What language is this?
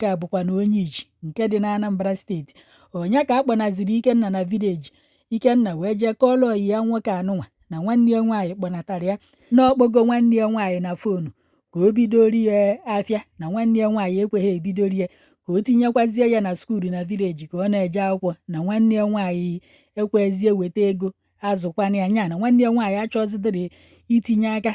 Igbo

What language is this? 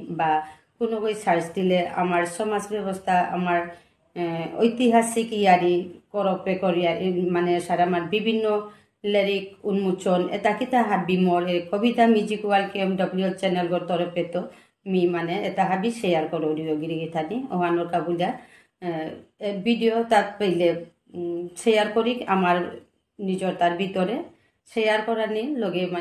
Bishnupriya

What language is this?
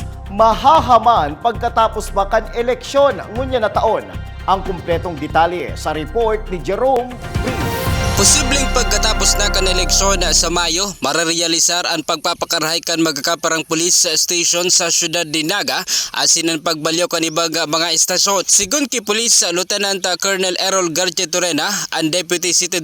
Bikol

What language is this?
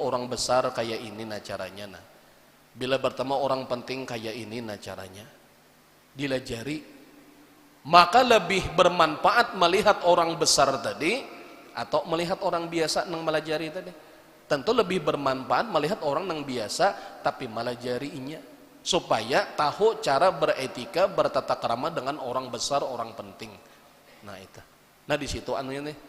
Banjar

